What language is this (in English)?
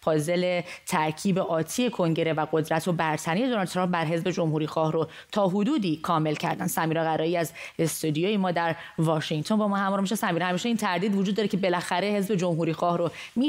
Persian